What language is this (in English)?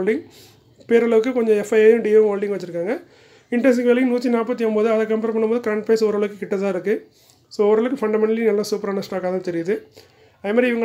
Tamil